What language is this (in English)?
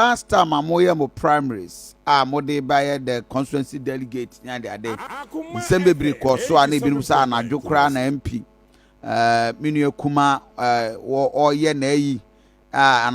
Akan